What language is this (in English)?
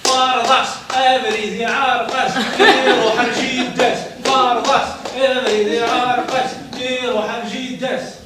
Kabyle